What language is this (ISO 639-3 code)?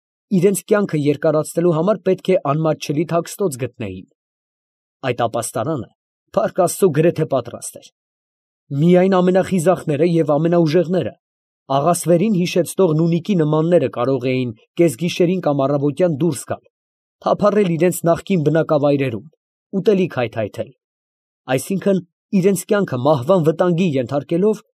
hye